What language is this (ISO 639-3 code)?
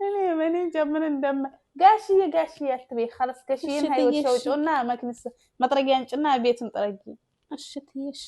amh